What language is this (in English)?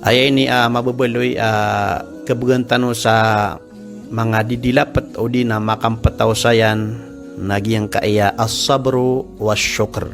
Maranao